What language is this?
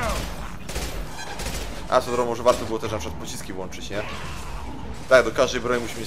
Polish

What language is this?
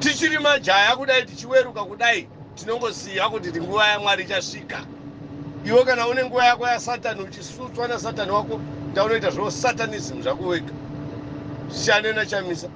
Shona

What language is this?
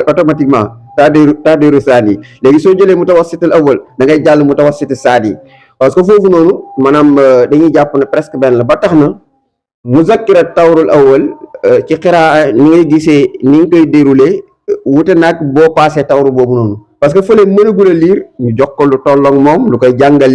Wolof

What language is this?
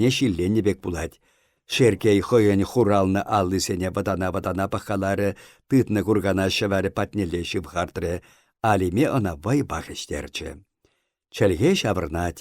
Chuvash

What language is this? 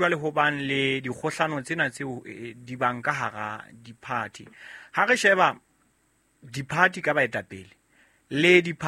Southern Sotho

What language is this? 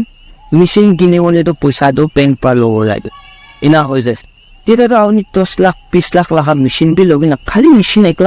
Naga Pidgin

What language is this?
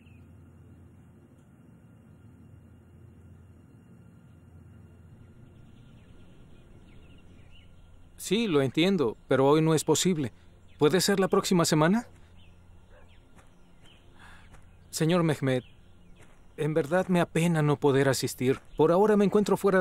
Spanish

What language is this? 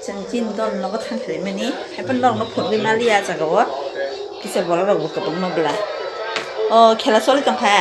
Kok Borok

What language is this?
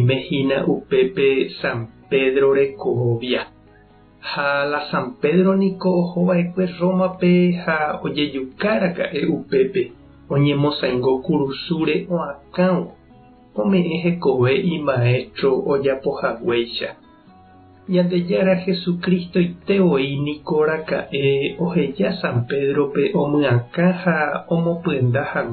Guarani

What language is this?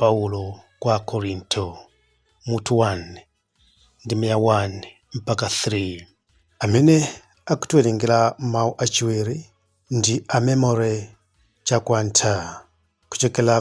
Nyanja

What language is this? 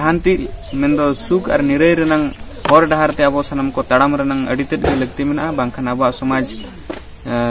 Santali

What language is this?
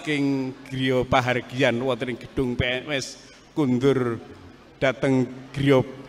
Javanese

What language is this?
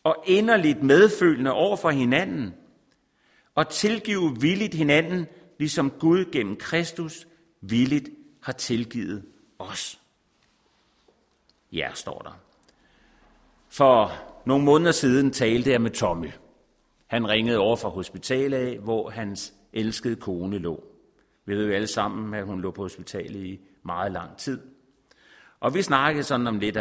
Danish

